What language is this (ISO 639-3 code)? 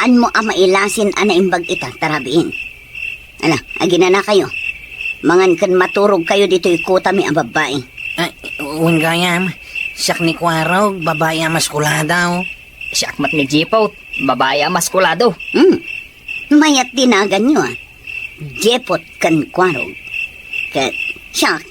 ilo